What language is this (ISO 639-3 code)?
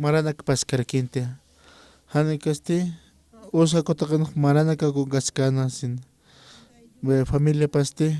aym